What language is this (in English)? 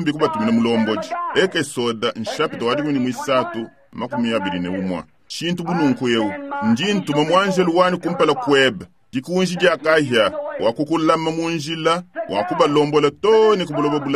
Luba-Lulua